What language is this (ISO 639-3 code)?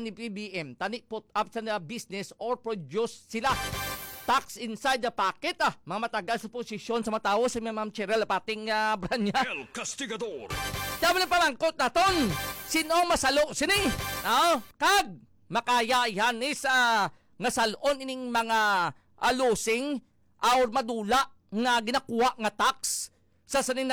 hil